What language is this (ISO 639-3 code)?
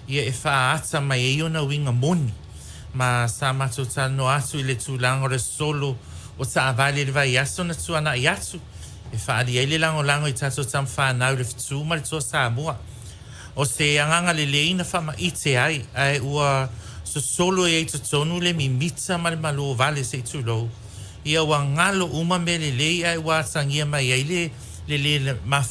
smo